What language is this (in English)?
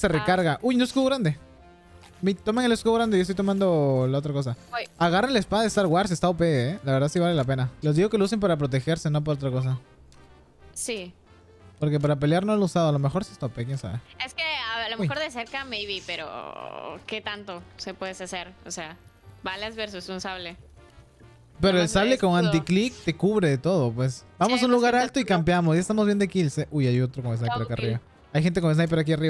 Spanish